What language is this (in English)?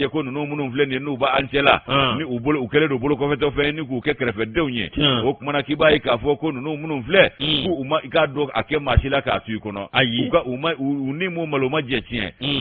Bambara